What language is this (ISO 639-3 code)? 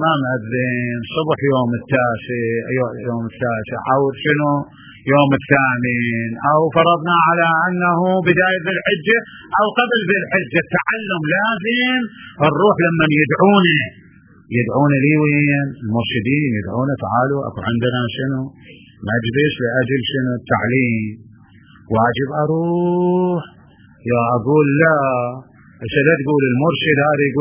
acm